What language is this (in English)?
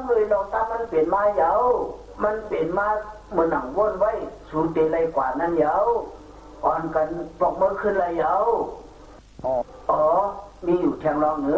Shan